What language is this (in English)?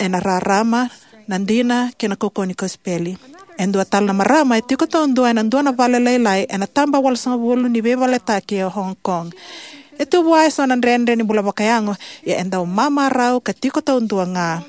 Fijian